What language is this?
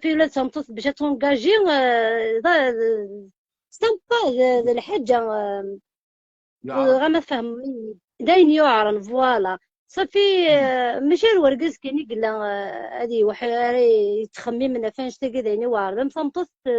Kabyle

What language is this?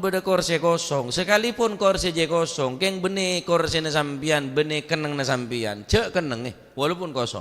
Madurese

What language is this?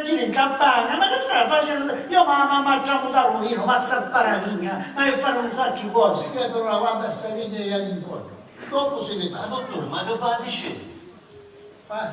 Sicilian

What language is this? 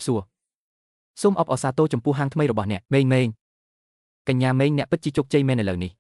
Khmer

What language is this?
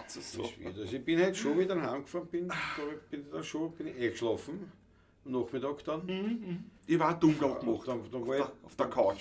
Bavarian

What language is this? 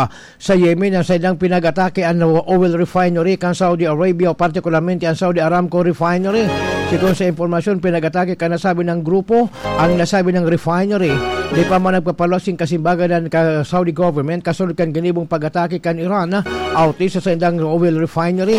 Bikol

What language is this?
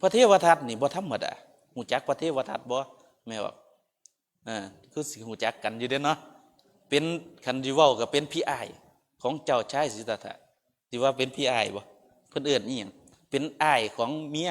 Northeastern Thai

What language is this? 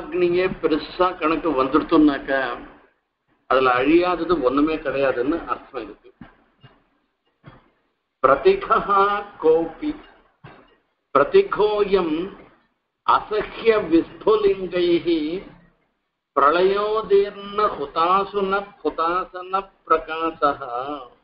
Tamil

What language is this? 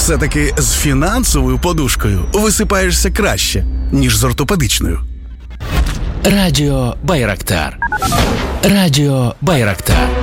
Ukrainian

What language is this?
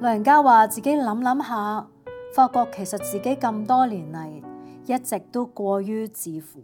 Cantonese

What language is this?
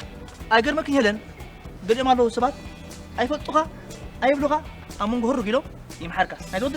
Tigrinya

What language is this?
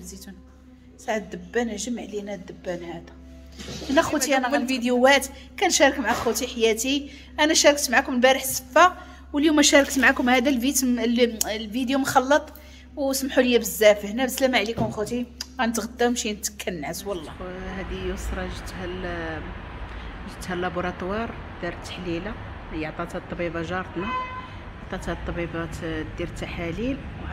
Moroccan Arabic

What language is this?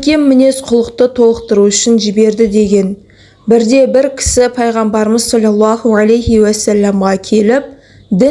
Kazakh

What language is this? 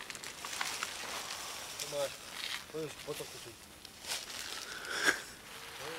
Slovak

